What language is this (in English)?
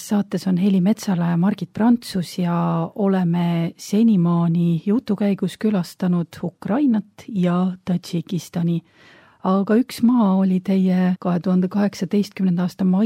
Estonian